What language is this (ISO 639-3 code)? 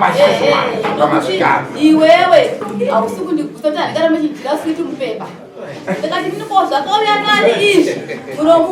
sna